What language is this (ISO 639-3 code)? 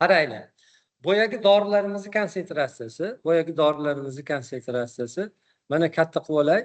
uzb